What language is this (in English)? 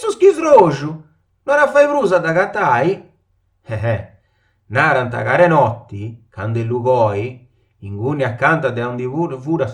Sardinian